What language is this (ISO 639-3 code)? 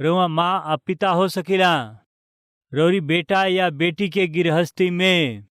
bho